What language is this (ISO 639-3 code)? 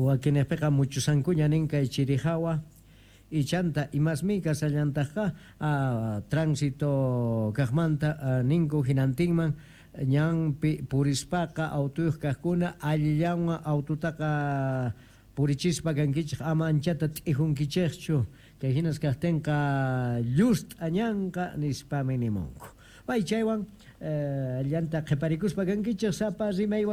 quh